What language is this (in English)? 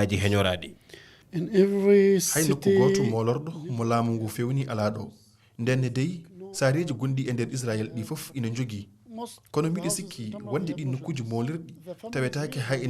Fula